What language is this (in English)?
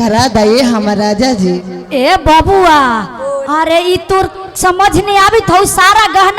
Magahi